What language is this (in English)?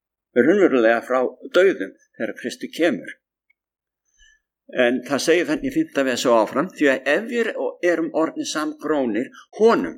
Icelandic